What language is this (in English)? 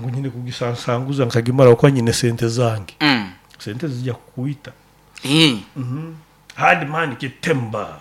Nyoro